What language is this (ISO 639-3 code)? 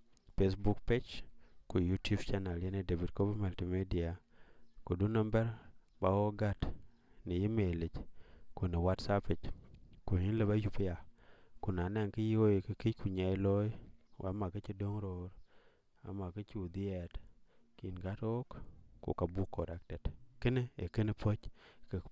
din